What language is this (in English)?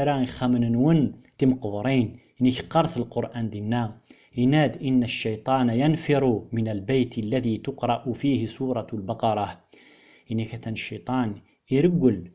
Kabyle